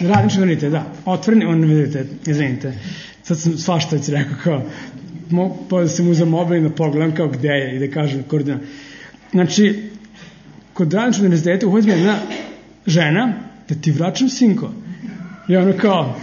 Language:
Serbian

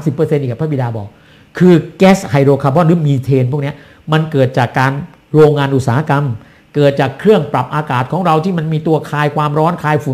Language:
Thai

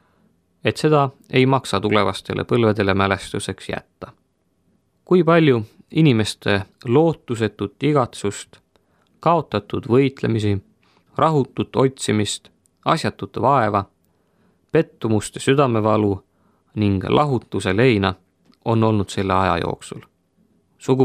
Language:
Estonian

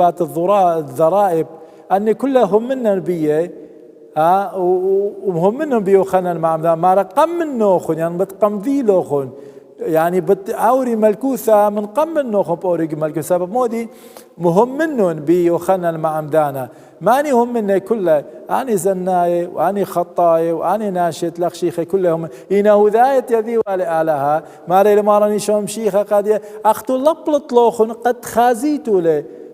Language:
Assyrian Neo-Aramaic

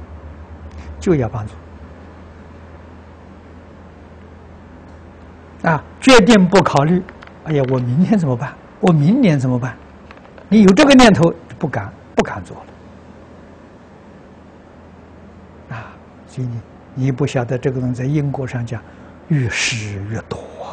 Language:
Chinese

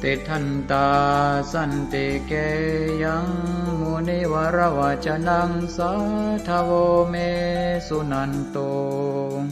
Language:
Pali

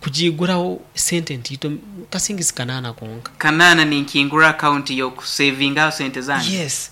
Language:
Nyankole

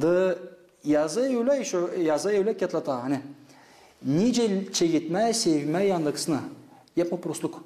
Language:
Gagauz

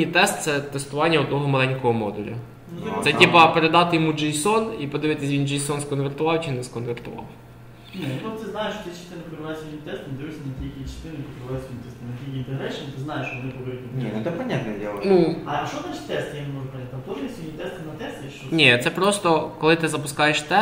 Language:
Ukrainian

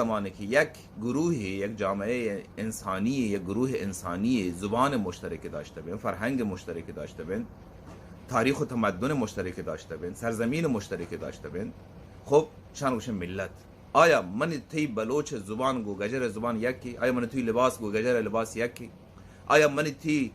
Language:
Baluchi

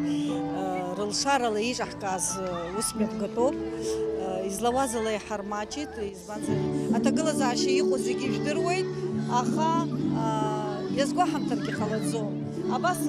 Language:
Abkhazian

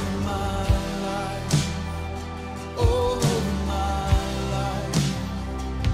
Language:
Afrikaans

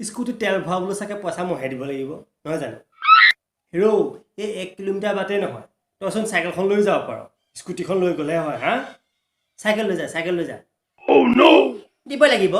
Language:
Assamese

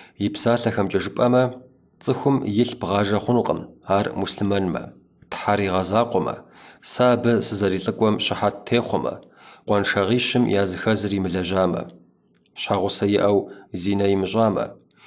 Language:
Kabardian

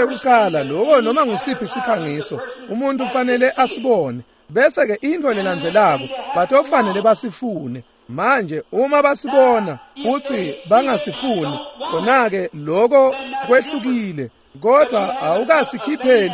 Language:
Swati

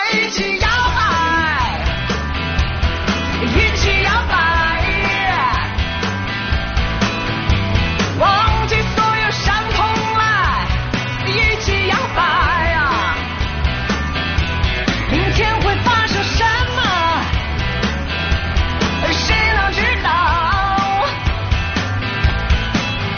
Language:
Chinese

